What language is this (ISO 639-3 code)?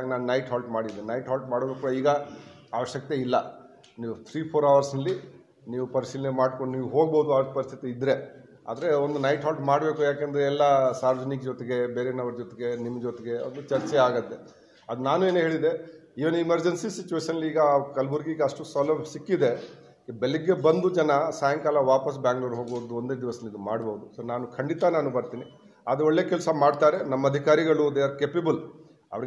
kan